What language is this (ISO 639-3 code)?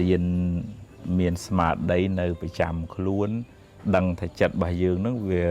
khm